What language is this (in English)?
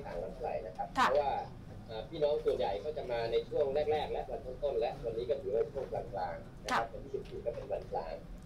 Thai